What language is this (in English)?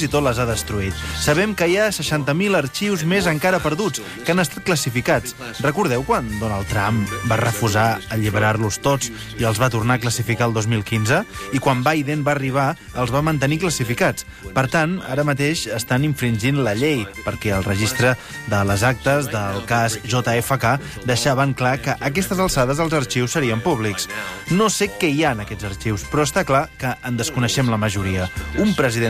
Catalan